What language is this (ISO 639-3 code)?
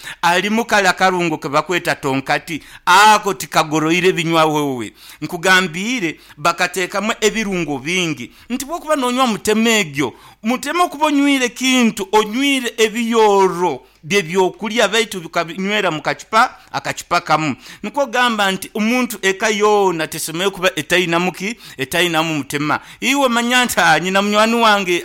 nyn